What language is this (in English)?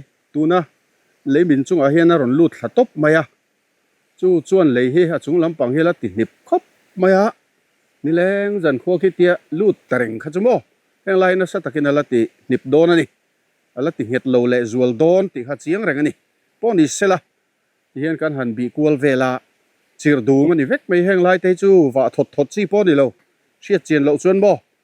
Mizo